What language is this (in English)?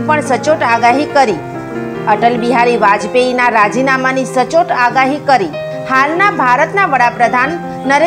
Gujarati